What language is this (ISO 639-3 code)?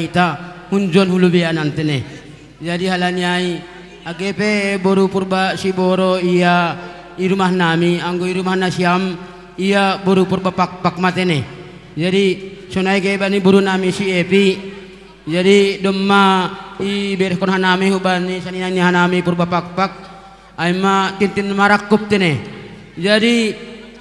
bts